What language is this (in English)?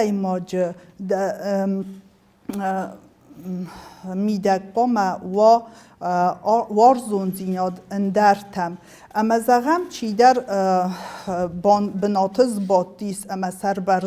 Ossetic